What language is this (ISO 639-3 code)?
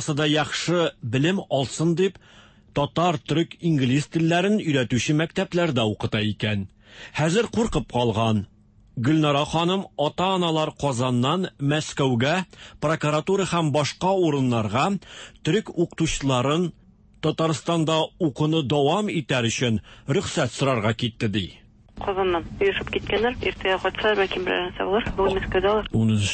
tat